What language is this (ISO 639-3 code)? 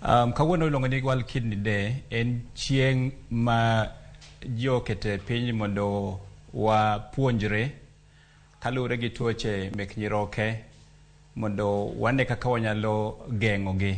luo